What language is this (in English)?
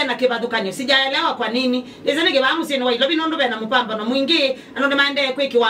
Kamba